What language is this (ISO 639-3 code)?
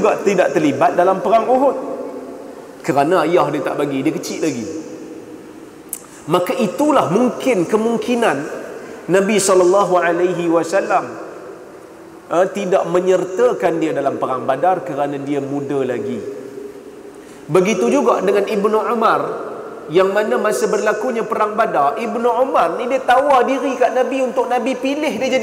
msa